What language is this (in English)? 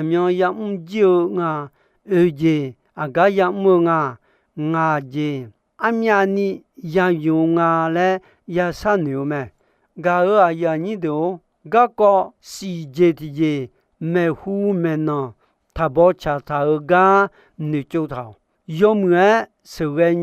Akha